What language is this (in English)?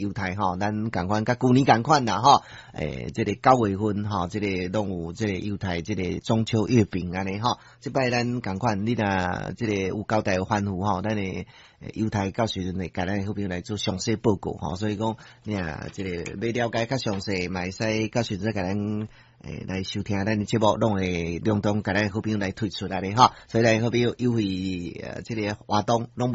Min Nan Chinese